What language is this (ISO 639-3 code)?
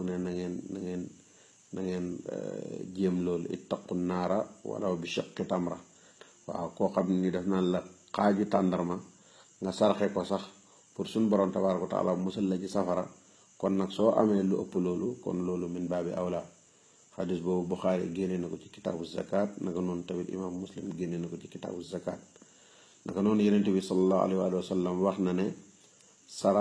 wol